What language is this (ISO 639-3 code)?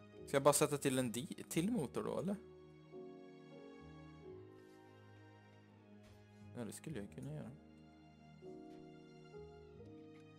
swe